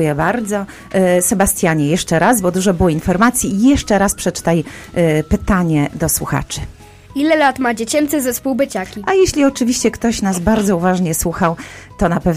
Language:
Polish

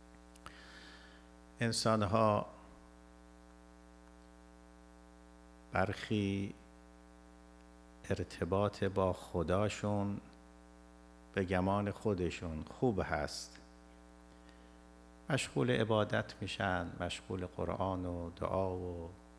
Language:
Persian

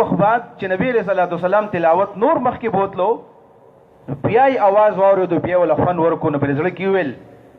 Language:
Pashto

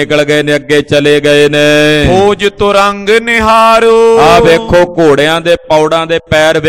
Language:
Punjabi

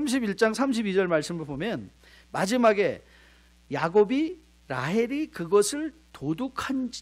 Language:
Korean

